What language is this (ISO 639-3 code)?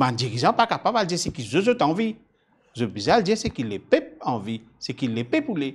mfe